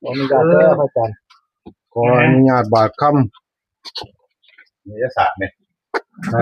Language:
Northeastern Thai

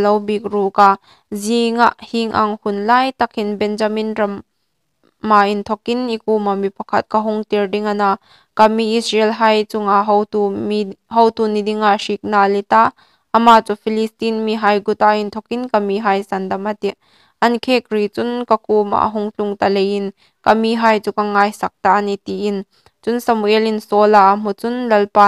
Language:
Hmar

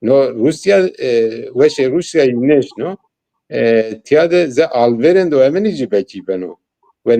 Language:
Zaza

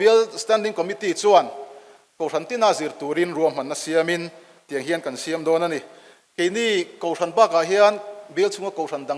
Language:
Mizo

